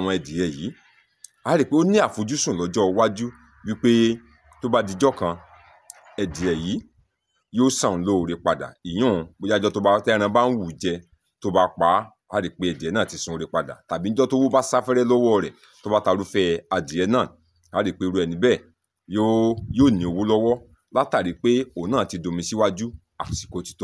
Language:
Yoruba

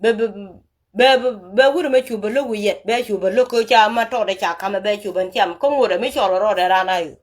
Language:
Nuer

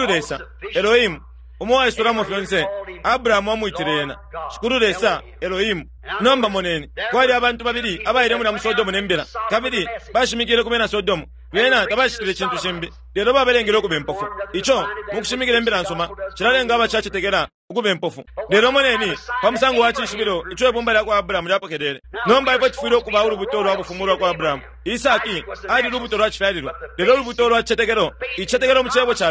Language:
Bemba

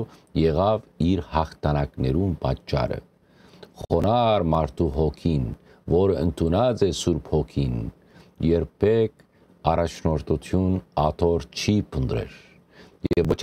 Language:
Western Armenian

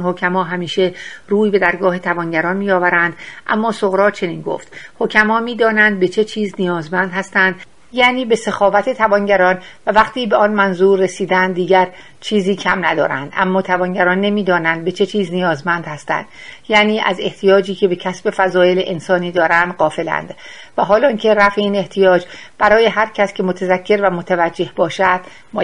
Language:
Persian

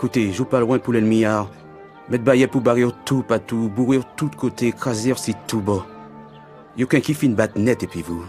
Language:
Guadeloupean Creole French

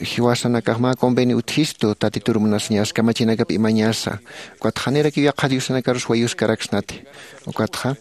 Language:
Aymara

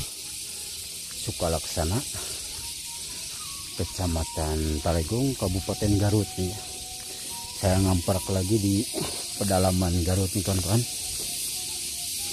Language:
Indonesian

